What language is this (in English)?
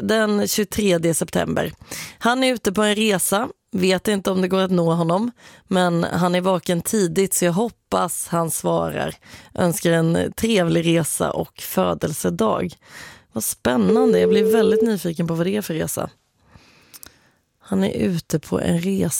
Swedish